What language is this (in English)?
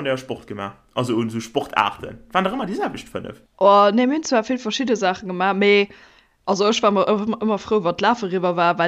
Luxembourgish